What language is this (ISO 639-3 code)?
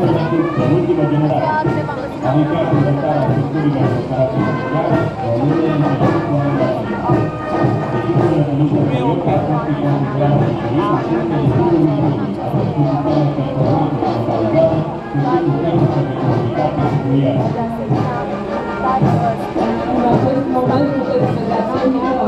ron